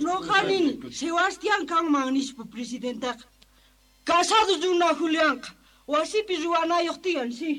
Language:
Quechua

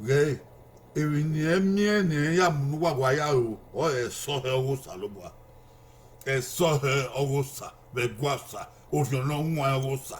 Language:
Bini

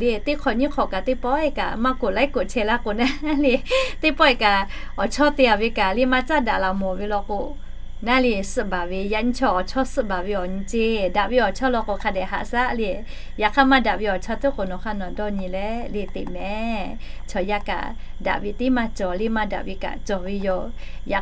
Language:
Lahu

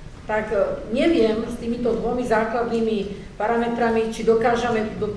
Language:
Slovak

